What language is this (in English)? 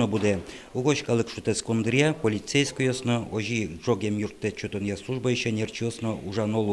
Udmurt